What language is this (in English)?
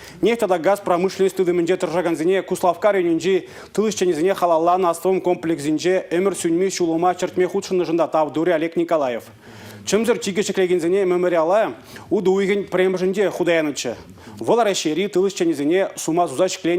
Chuvash